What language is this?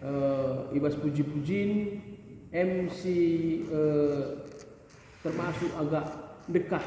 Batak Karo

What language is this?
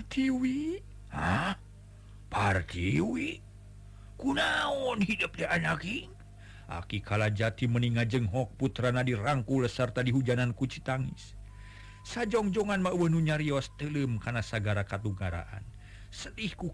Sundanese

